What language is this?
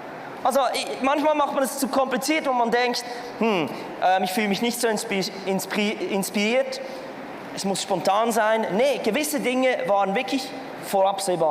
Swiss German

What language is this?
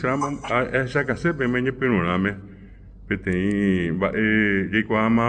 Guarani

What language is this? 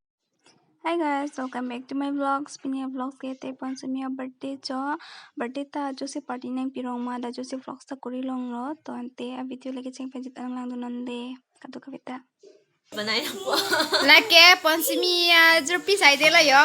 Karbi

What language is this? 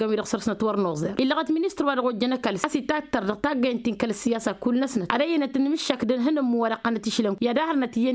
Tamasheq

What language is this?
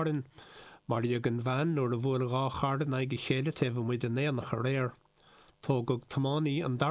Irish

